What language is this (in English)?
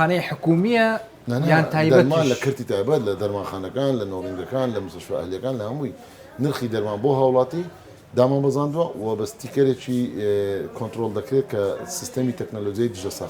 Central Kurdish